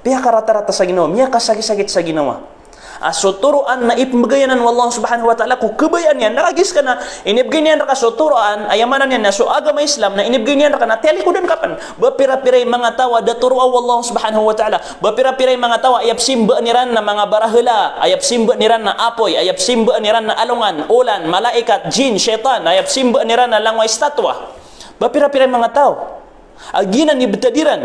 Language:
Maranao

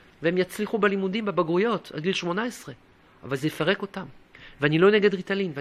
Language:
Hebrew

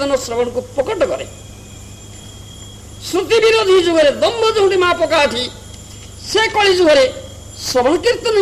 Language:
Odia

